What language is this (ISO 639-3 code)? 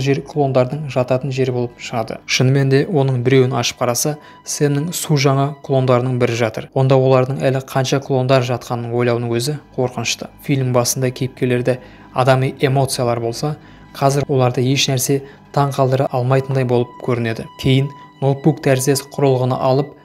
kaz